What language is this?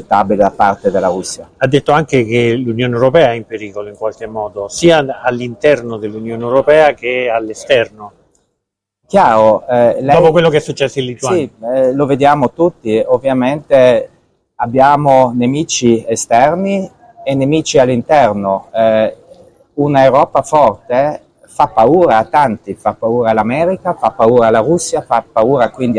Italian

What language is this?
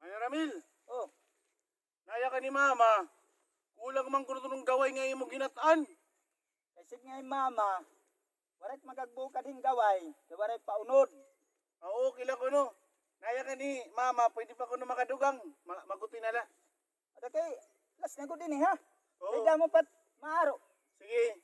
Waray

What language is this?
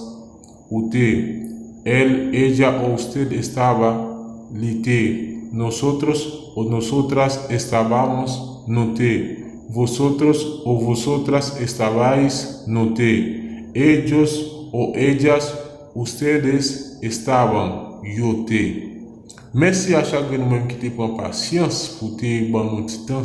Haitian Creole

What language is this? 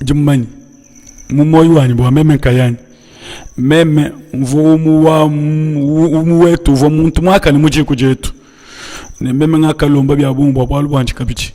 Luba-Lulua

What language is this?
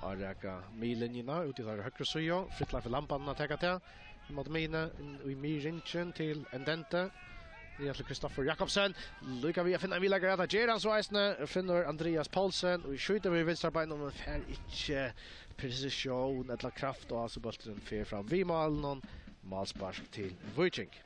Faroese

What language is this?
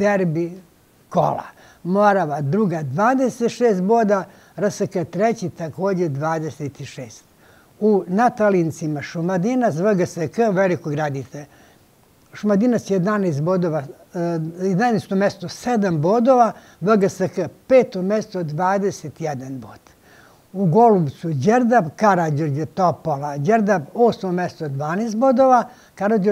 Serbian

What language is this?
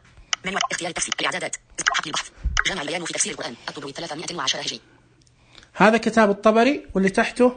Najdi Arabic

